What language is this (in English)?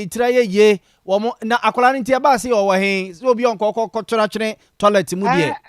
Akan